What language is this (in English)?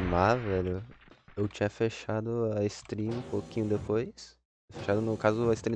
Portuguese